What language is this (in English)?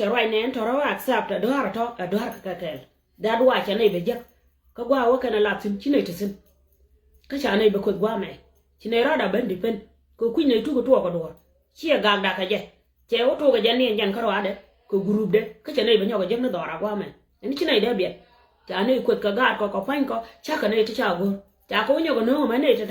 Nuer